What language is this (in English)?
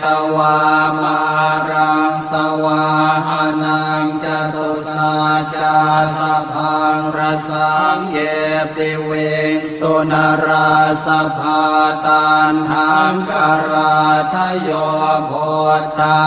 Pali